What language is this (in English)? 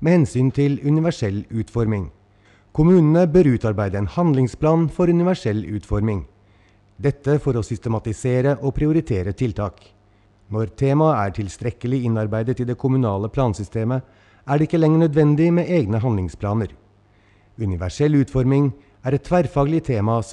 Norwegian